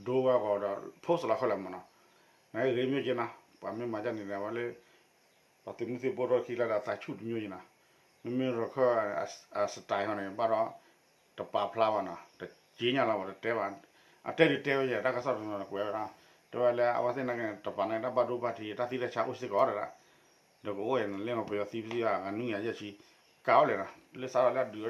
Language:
S'gaw Karen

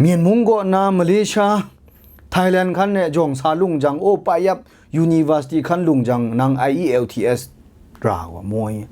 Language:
Kachin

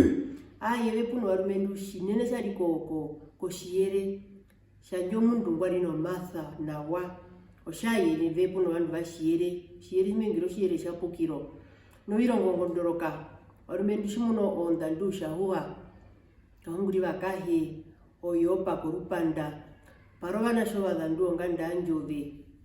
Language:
Herero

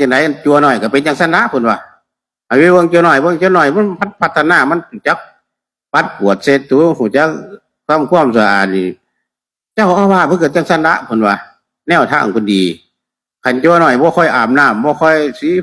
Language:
Northeastern Thai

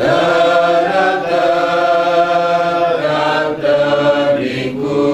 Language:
Batak Karo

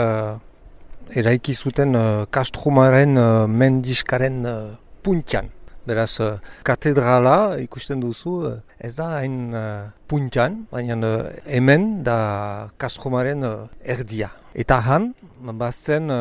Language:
Basque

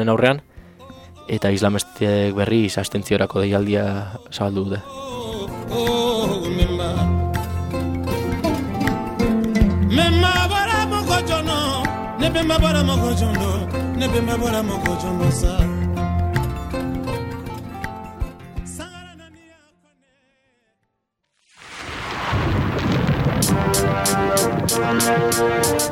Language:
Basque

